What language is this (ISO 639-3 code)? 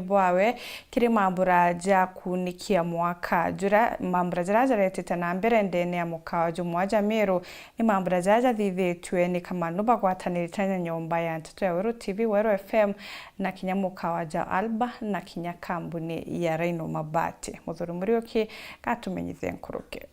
mer